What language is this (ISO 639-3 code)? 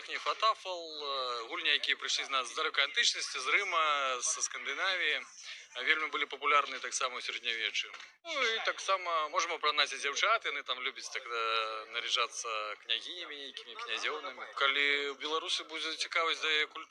bel